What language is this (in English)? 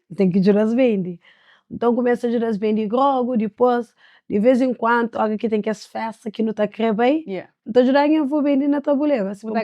Kabuverdianu